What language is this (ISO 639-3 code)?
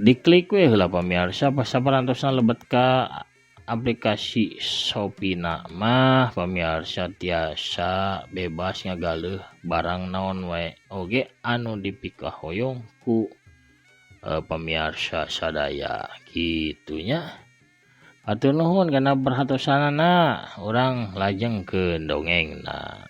sun